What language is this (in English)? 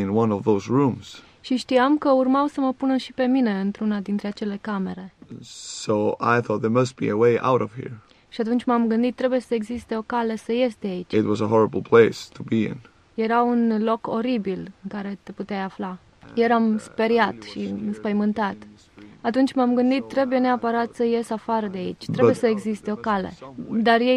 Romanian